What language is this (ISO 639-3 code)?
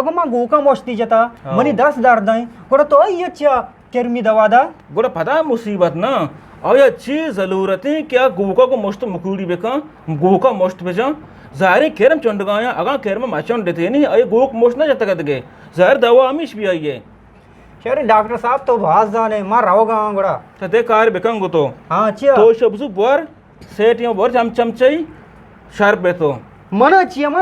bal